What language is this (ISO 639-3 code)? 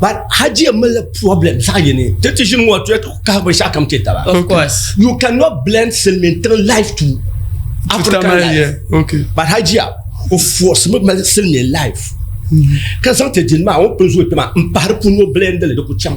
dag